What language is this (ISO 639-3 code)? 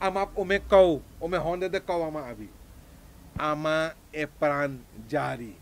srn